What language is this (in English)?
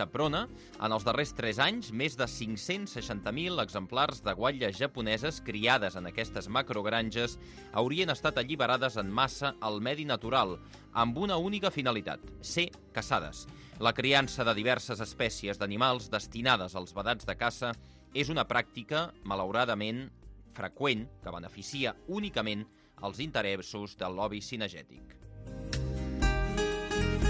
Catalan